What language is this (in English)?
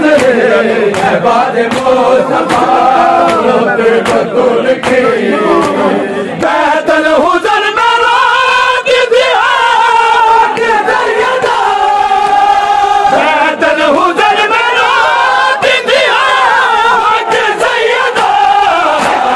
Urdu